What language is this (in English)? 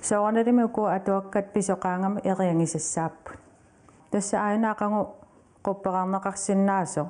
Kalaallisut